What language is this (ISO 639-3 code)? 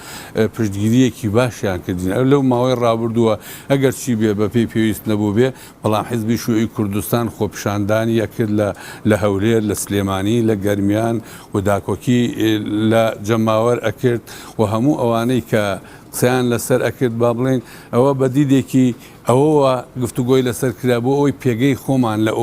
ckb